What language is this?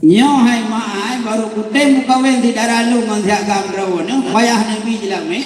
Achinese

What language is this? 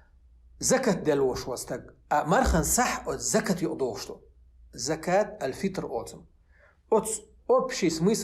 Chechen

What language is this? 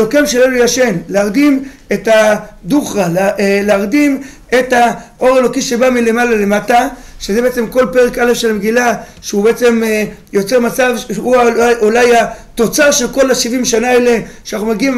Hebrew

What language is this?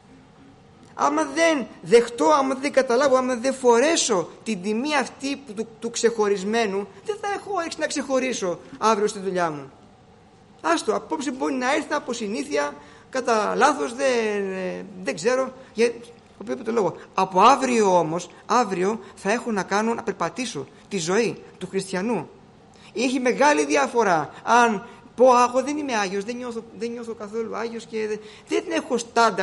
Greek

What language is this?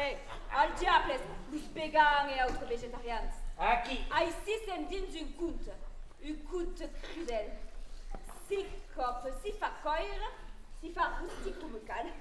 Occitan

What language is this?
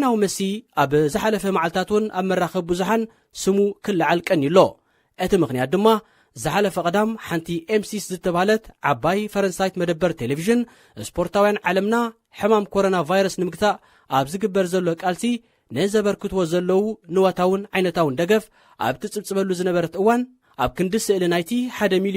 Tigrinya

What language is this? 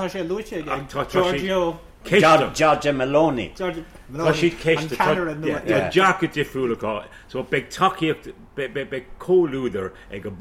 Irish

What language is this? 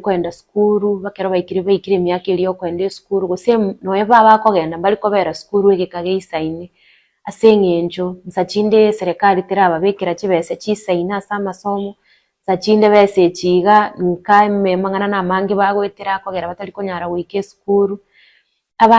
Gusii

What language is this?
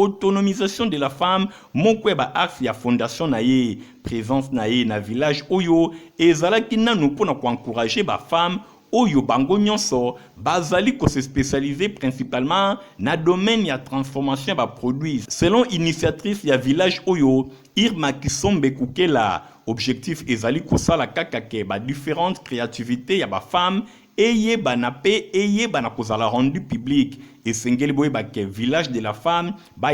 Lingala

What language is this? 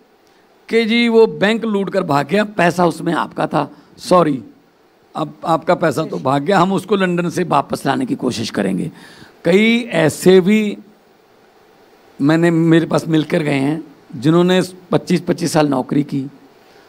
Hindi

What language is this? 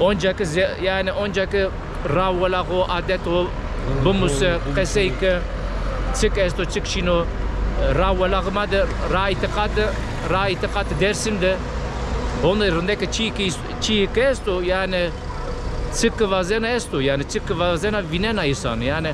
Zaza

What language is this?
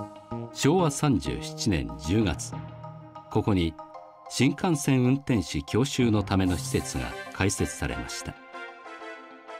Japanese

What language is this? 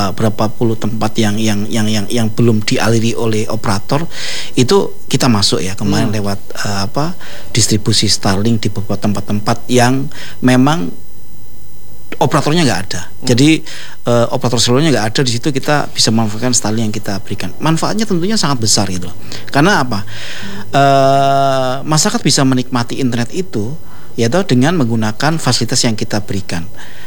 Indonesian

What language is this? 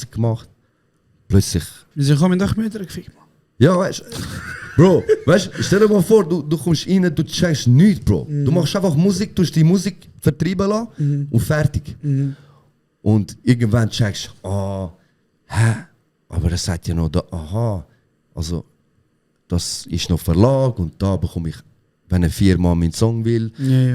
Swiss German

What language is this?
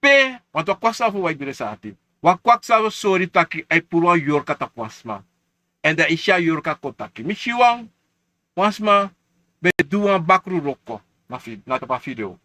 Sranan Tongo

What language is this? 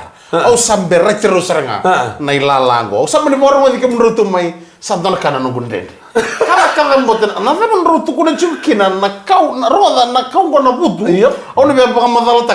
Fijian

